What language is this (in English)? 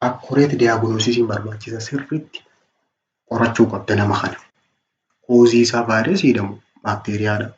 Oromo